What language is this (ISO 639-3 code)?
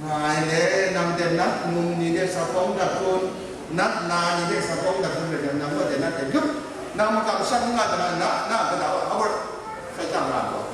kac